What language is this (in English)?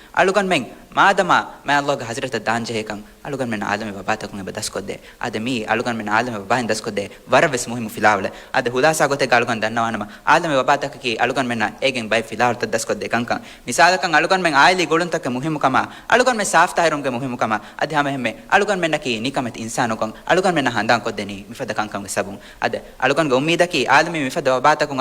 Divehi